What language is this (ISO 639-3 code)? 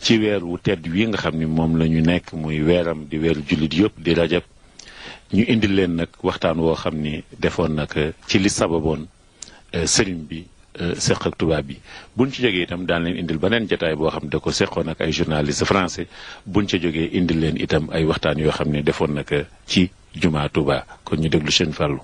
wol